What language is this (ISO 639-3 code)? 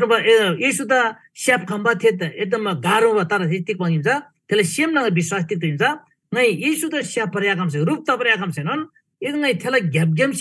taj